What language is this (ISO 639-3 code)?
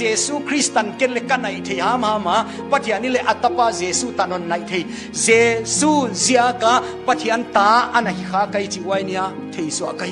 pck